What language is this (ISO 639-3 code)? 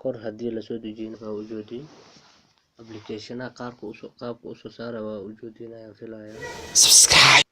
som